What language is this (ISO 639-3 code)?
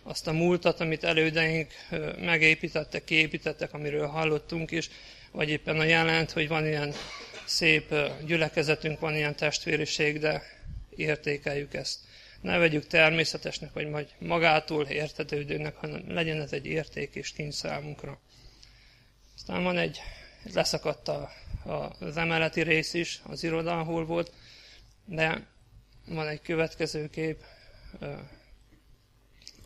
hun